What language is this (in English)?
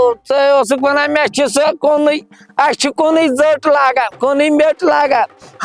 Kashmiri